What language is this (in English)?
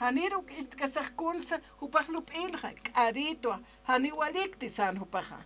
Aymara